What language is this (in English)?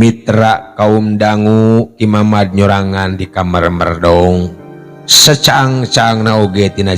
Sundanese